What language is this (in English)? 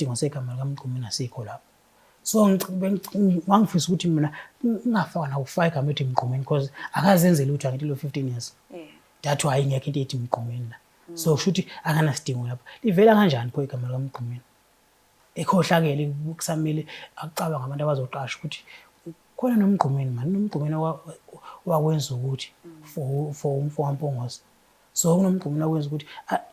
Zulu